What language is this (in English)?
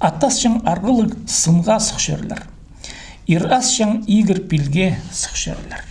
Khakas